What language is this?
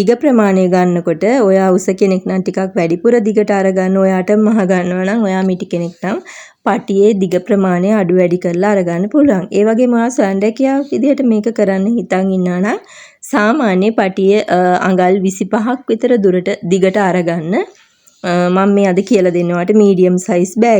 Sinhala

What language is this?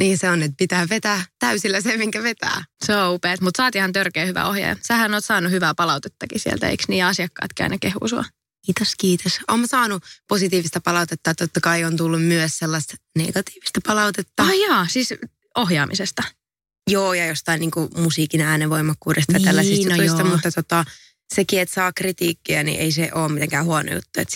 Finnish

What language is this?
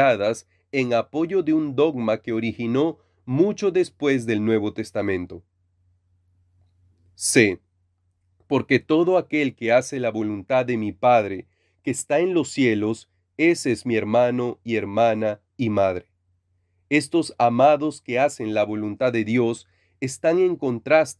Spanish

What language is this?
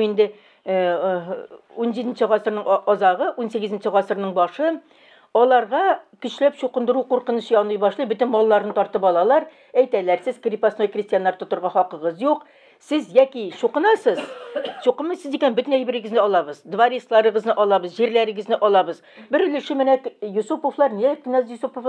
Tatar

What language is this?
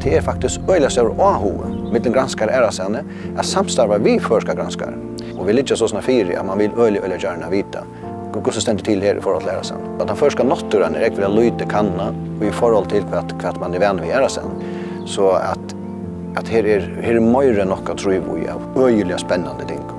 Faroese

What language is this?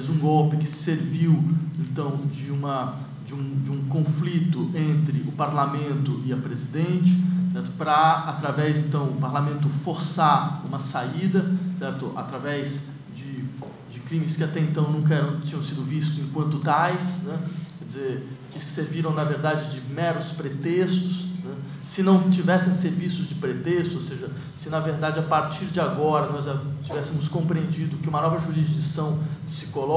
Portuguese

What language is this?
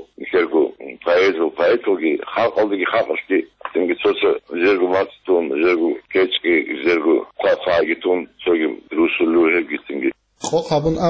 Avaric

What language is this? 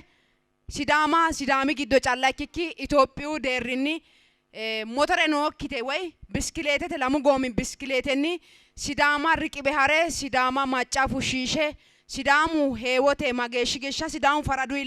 Sidamo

